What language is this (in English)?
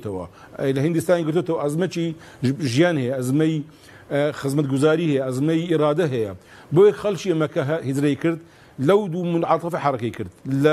Central Kurdish